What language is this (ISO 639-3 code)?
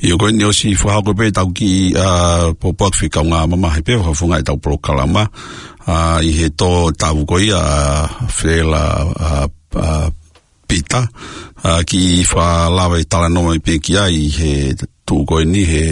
ton